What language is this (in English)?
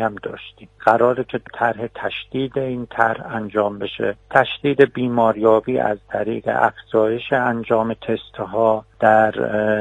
Persian